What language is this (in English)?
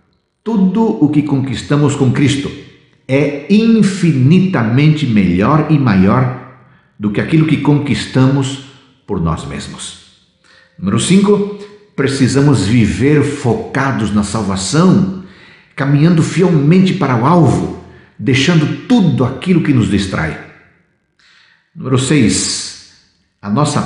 Portuguese